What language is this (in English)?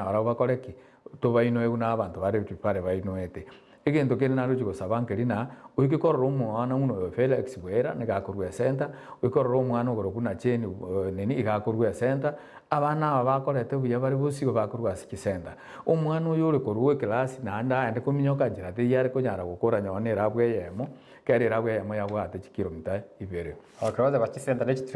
Gusii